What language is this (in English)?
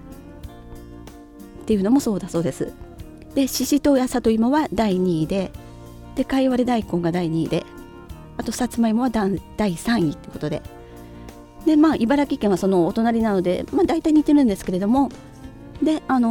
Japanese